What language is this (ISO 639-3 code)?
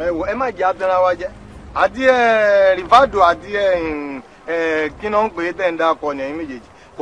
yor